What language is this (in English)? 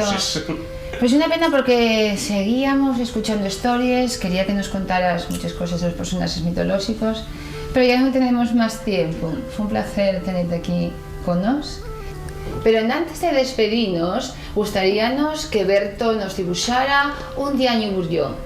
Asturian